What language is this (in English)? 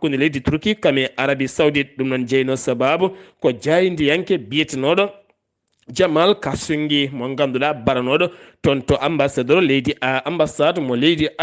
Fula